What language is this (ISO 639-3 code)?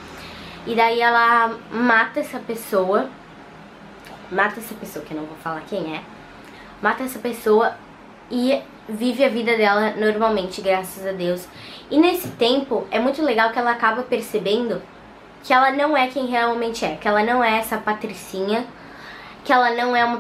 por